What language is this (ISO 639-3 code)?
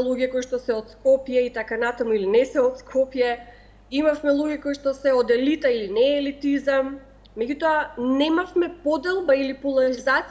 mkd